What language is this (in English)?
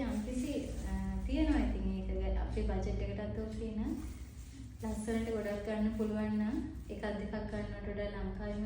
Sinhala